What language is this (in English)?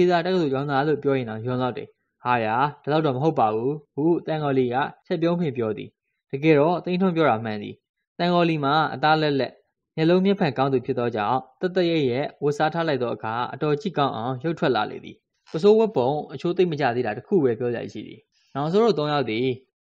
Burmese